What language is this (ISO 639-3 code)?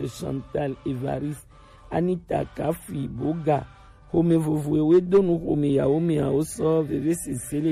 gej